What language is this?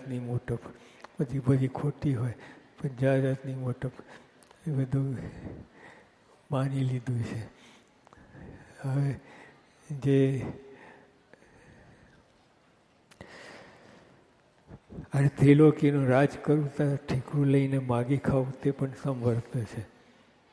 Gujarati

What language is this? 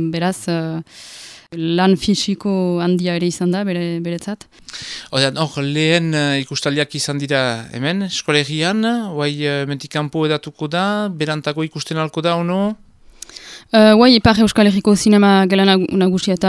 Basque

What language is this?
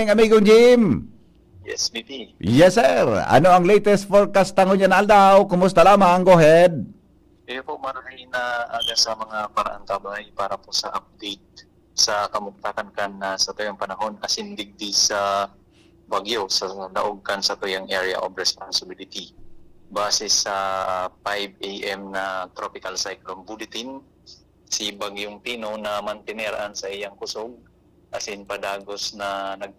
Bikol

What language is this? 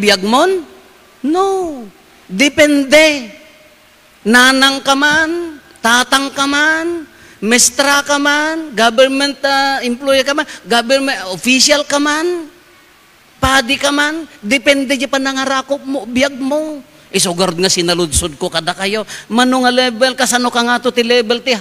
Iloko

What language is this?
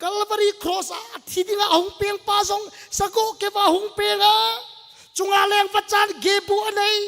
Thado Chin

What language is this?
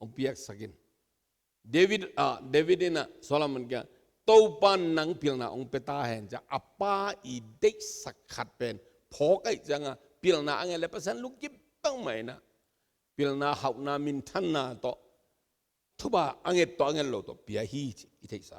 Tedim Chin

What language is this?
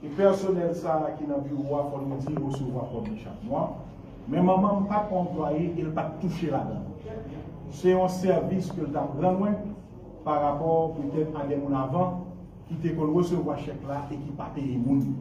Haitian Creole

